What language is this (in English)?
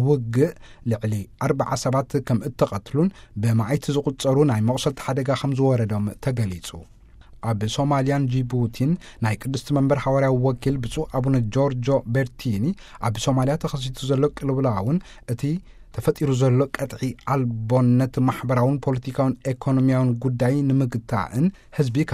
Tigrinya